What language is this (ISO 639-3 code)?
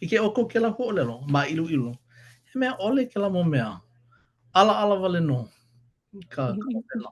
haw